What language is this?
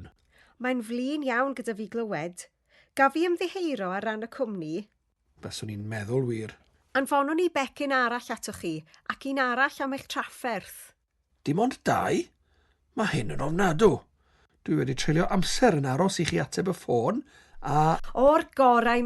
Welsh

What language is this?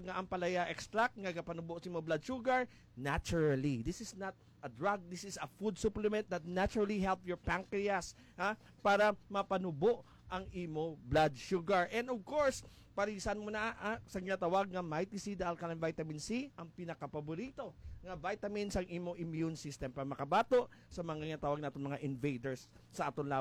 Hiligaynon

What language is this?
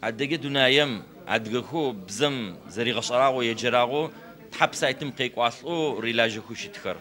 Adyghe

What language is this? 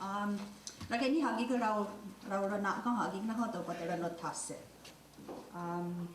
Mohawk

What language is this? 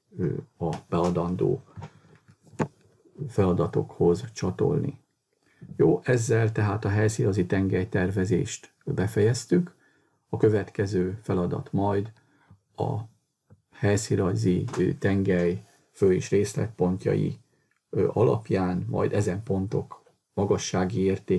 Hungarian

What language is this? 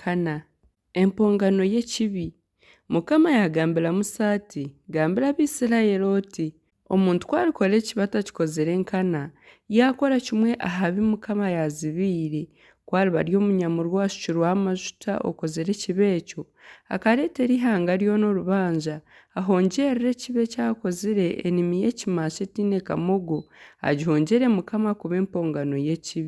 Nyankole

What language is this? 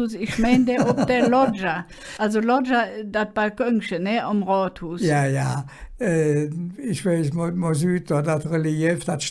Colognian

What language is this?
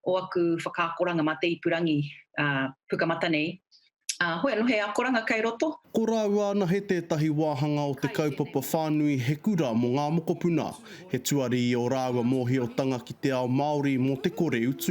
Māori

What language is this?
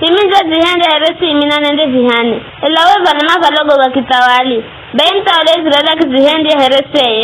Giryama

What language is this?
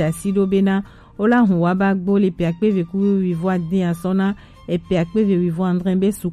Gen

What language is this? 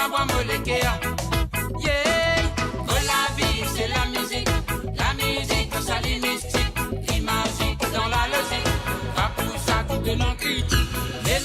Morisyen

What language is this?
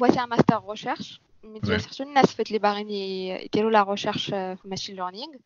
Moroccan Arabic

